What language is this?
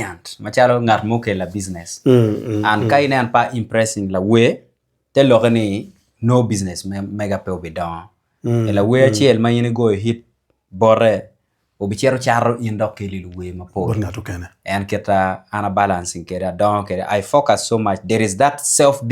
Acoli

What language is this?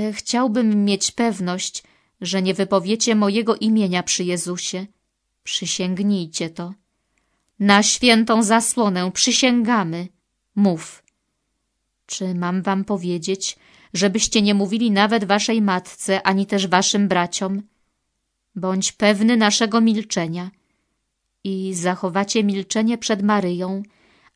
Polish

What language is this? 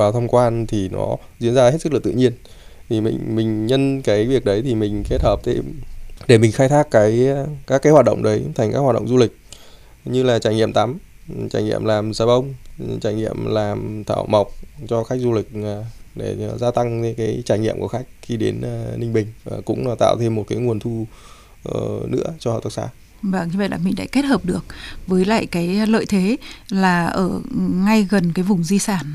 Vietnamese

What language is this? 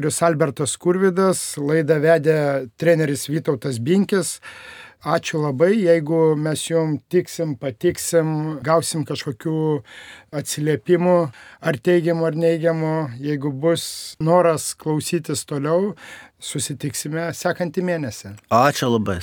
Lithuanian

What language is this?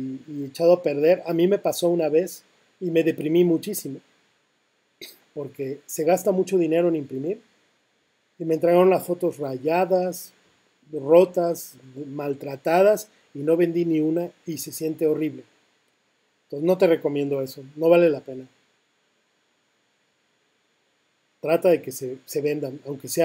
Spanish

